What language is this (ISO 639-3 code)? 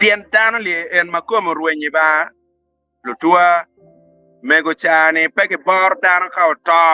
ach